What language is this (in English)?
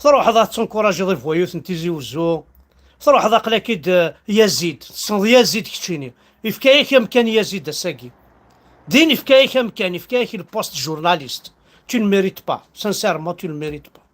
Kabyle